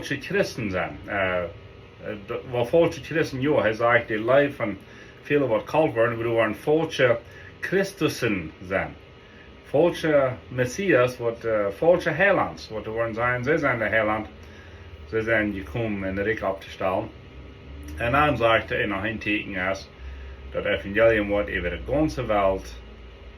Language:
Plautdietsch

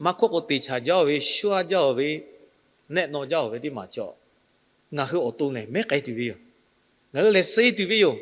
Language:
Lahu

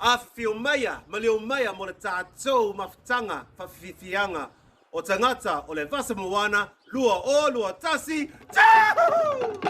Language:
Māori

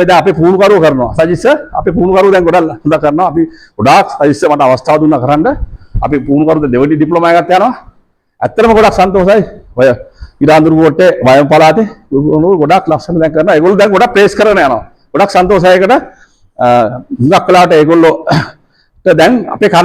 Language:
Sinhala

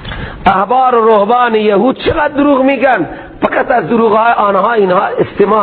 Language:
Persian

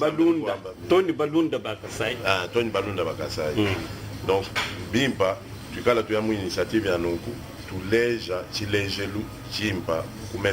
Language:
Luba-Lulua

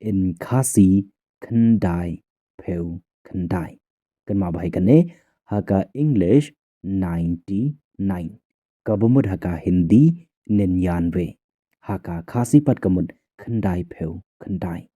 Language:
Khasi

